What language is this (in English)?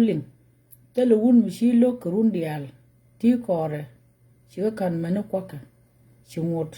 Nuer